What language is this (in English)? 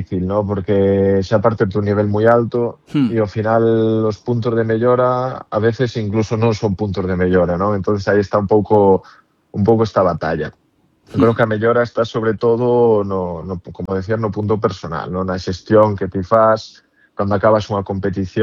Galician